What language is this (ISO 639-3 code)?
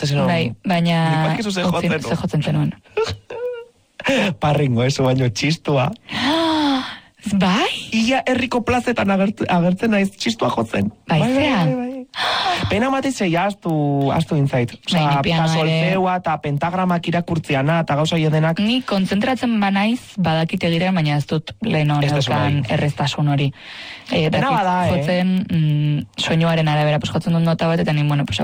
eus